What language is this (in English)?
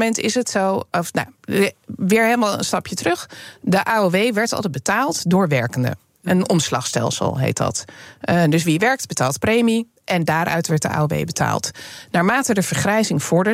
Dutch